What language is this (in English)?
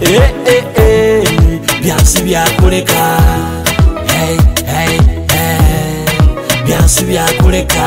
Nyoro